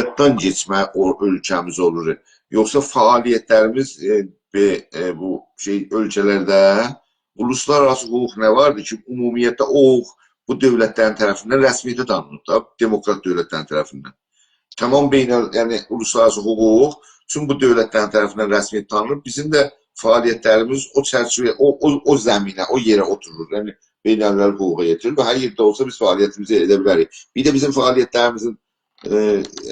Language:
South Azerbaijani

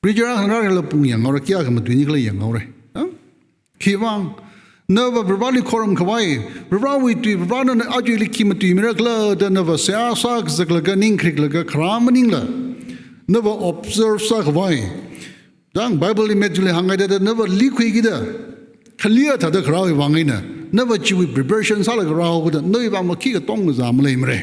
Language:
Tangkhul Naga (India)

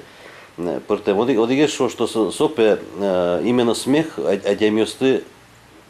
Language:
Udmurt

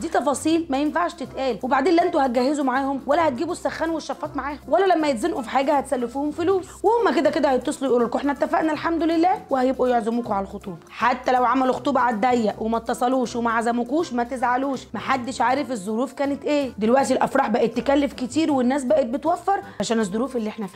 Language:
Egyptian Arabic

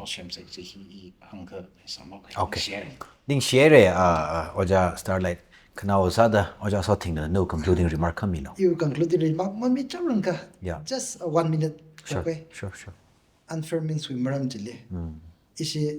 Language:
Tangkhul Naga (India)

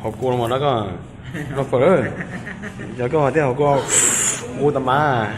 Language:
Hmong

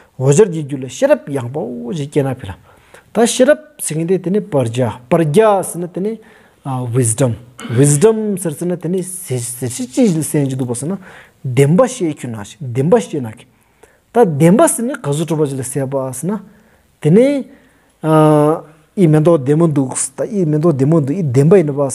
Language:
Stod Bhoti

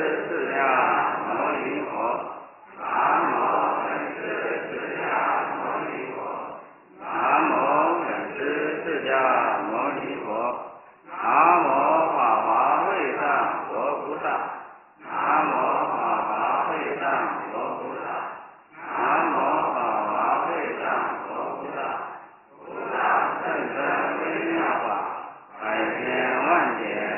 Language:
Chinese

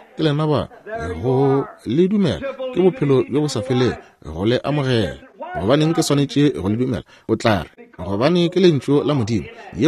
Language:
Northern Sotho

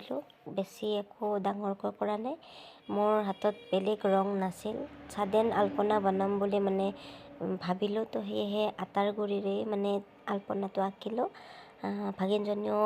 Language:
Assamese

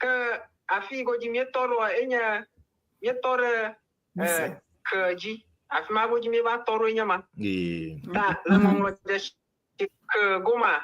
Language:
Ewe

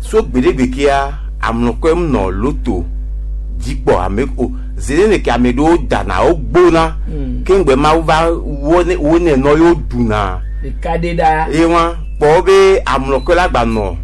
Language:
Gen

